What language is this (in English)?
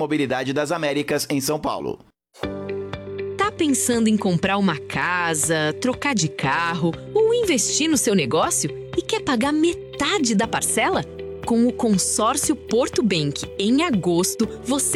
Portuguese